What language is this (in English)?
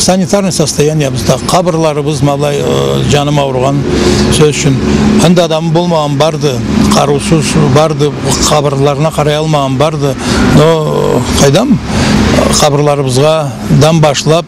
Karachay-Balkar